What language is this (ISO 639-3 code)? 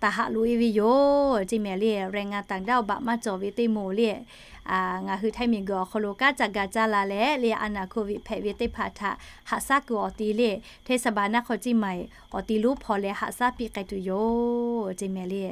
lhu